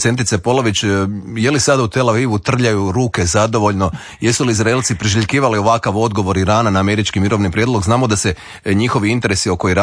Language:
Croatian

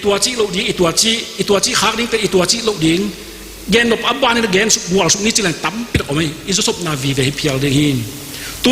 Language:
Tedim Chin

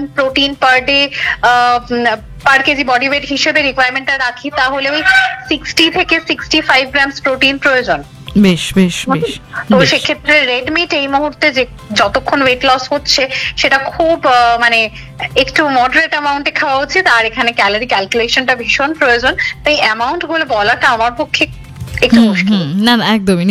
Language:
Bangla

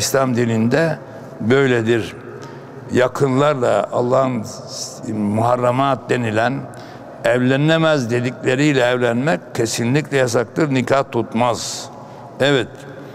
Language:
Turkish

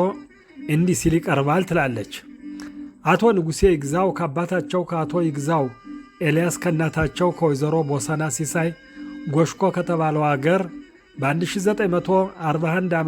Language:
Amharic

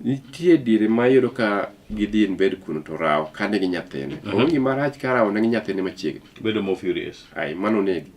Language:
Luo (Kenya and Tanzania)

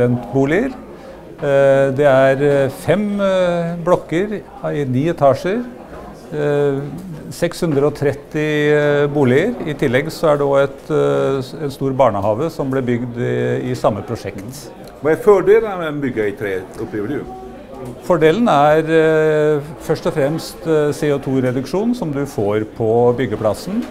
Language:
Norwegian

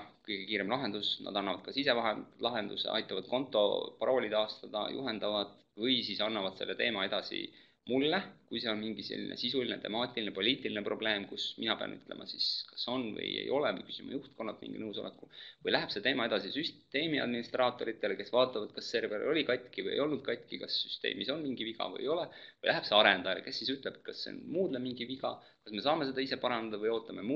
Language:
Estonian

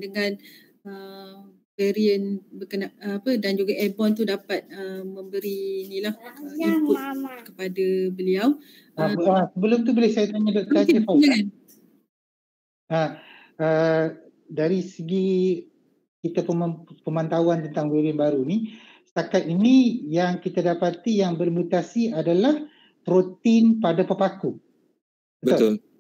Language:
Malay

